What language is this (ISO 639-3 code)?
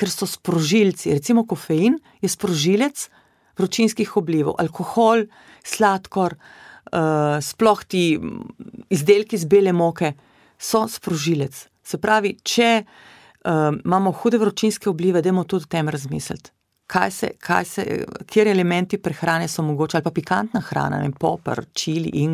slv